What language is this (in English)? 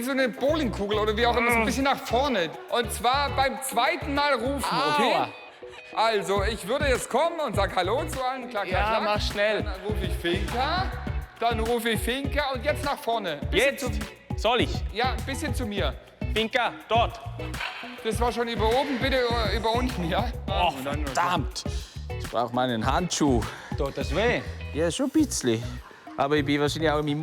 Swiss German